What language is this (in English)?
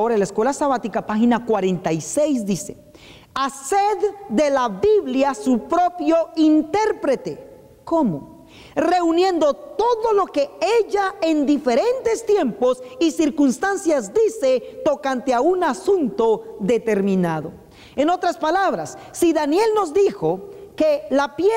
Spanish